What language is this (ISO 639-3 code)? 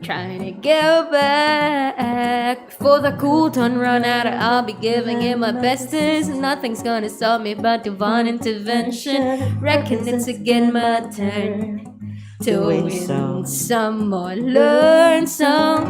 hil